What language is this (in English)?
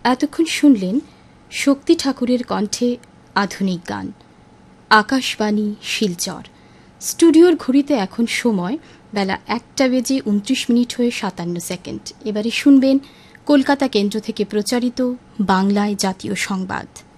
Bangla